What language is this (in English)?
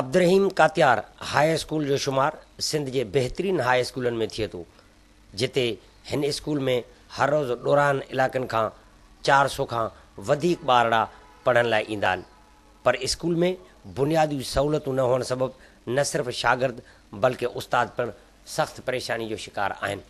Sindhi